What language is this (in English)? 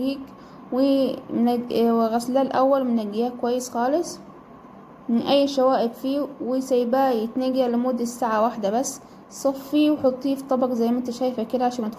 Egyptian Arabic